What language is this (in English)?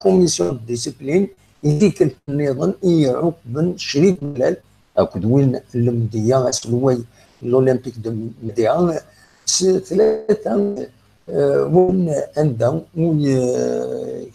Kabyle